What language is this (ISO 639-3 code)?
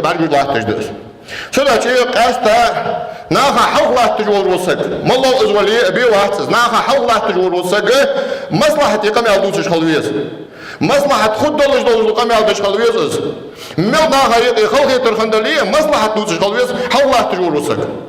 inh